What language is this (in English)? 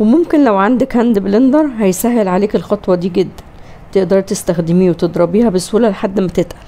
Egyptian Arabic